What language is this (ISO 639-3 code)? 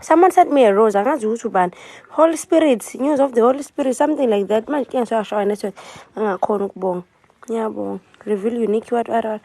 zul